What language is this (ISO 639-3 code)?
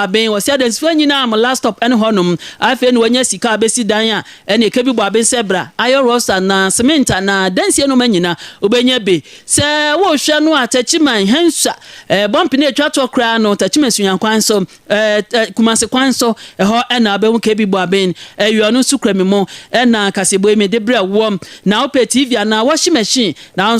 aka